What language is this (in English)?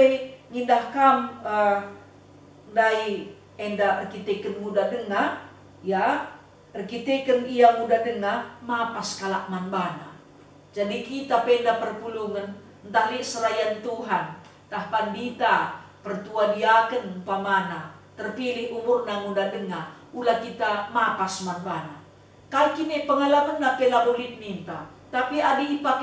Batak Karo